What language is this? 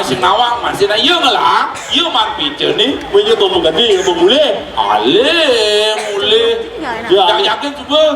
Balinese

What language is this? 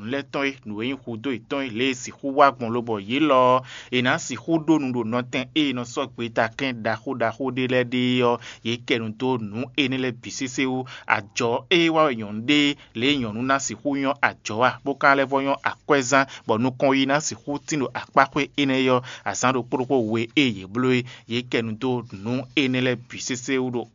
Fon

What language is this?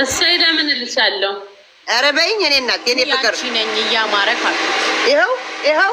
Amharic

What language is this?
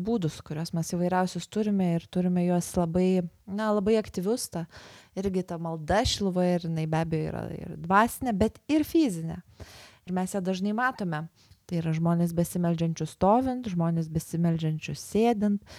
Lithuanian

